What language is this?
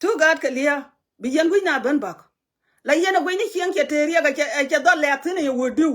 Nuer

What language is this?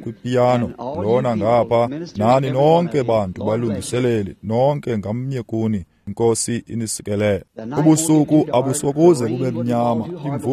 Xhosa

